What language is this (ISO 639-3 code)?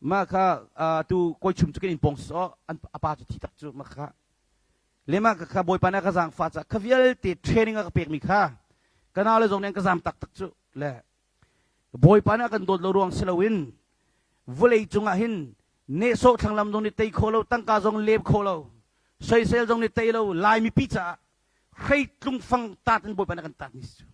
cnh